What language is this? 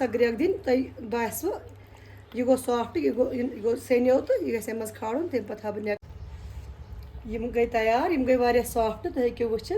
Kashmiri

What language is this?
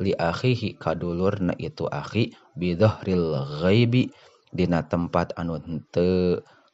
Sundanese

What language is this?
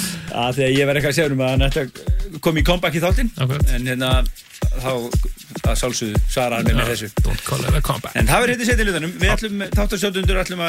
Icelandic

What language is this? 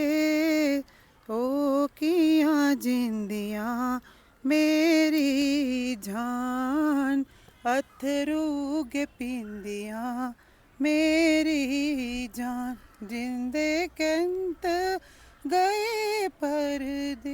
Dogri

